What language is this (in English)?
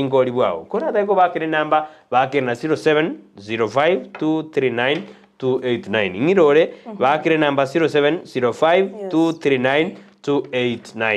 Gusii